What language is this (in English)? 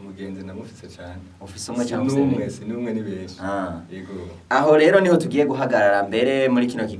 Rundi